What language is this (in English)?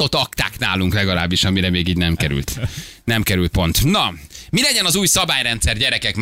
Hungarian